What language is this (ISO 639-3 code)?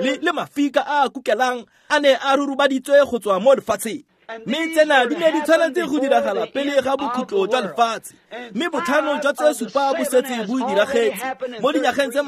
tsn